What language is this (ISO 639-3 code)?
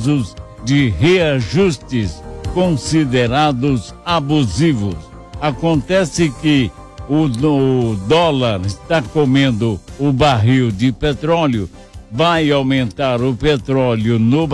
por